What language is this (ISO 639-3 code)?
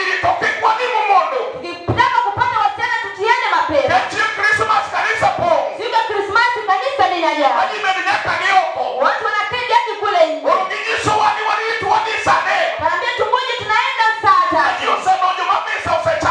luo